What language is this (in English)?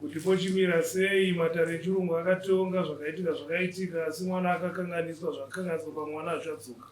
Shona